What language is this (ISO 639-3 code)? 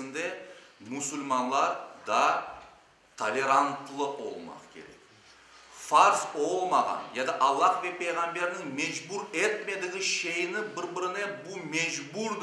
crh